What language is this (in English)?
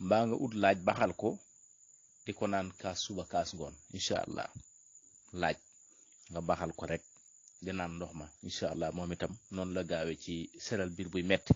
Wolof